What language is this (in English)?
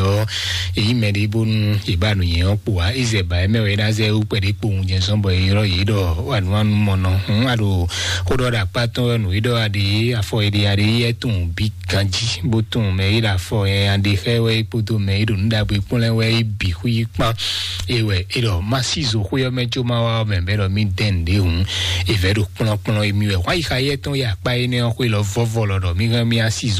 Fon